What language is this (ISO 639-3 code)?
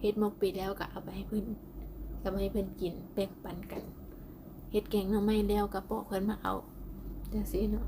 lao